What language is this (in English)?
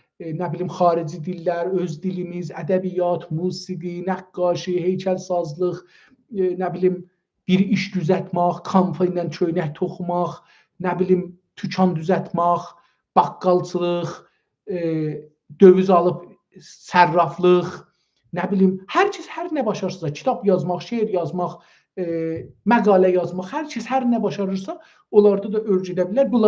South Azerbaijani